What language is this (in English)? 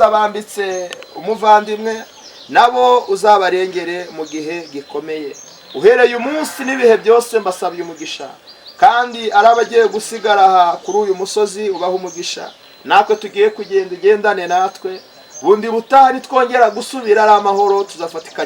Kinyarwanda